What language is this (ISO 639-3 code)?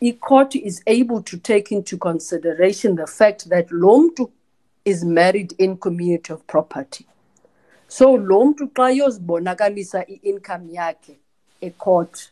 xho